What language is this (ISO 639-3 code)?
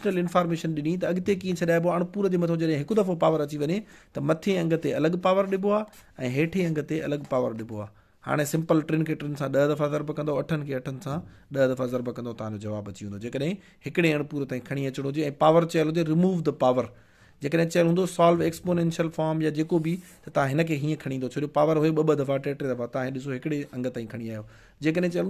snd